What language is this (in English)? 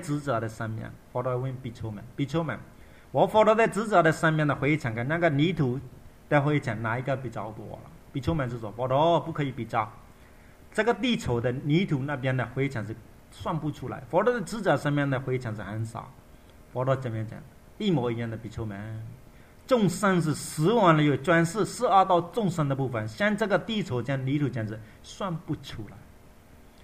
Chinese